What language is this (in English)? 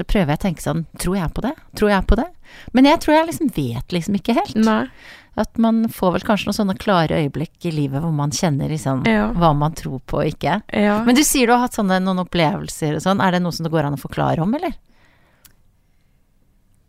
Norwegian